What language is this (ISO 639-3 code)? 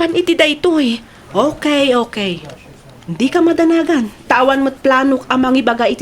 ilo